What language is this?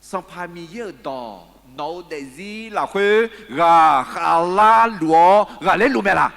Akha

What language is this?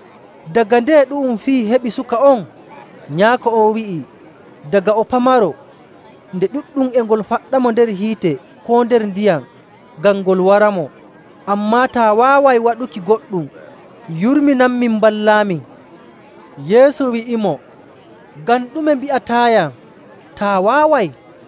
Nigerian Fulfulde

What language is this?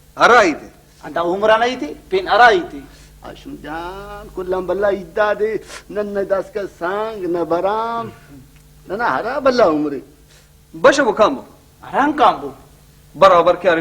Brahui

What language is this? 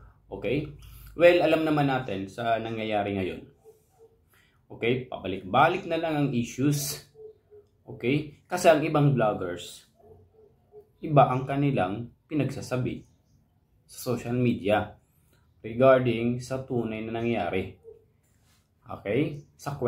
Filipino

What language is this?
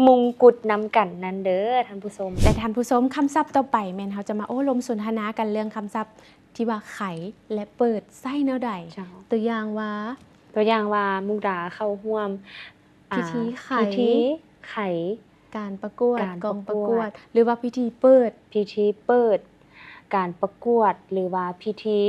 Lao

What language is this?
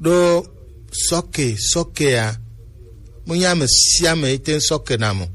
Gen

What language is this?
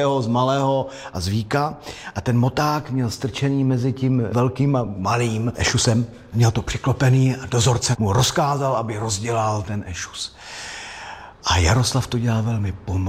Czech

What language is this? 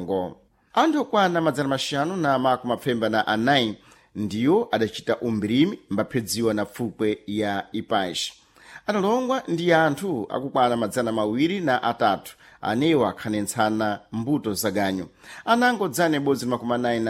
Sena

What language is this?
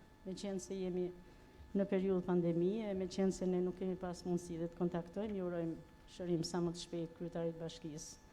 Albanian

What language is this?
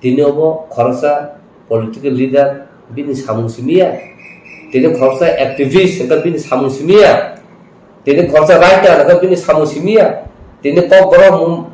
Kok Borok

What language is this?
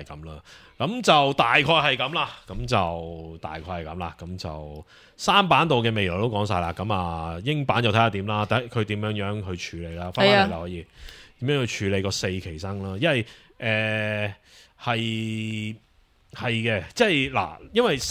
Cantonese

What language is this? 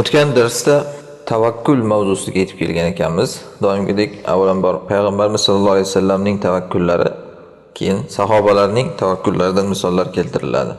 Uzbek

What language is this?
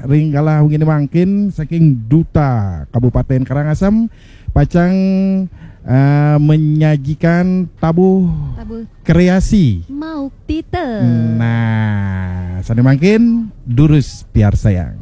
Balinese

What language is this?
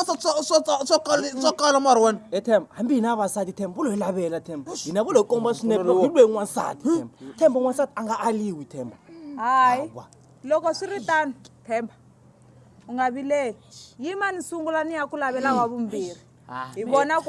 Tsonga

